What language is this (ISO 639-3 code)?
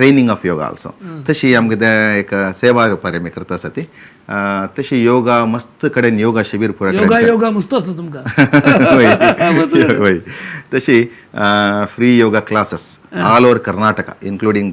kok